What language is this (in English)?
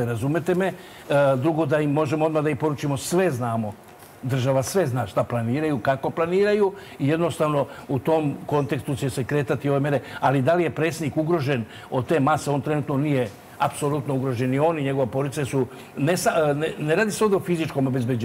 Serbian